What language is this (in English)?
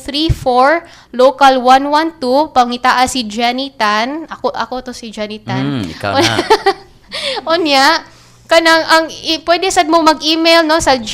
Cebuano